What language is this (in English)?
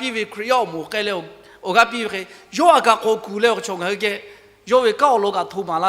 Lahu